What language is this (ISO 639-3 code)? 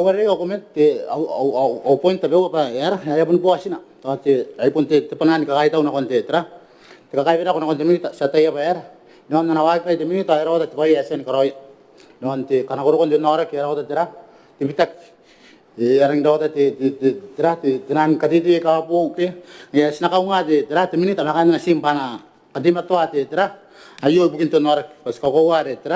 gil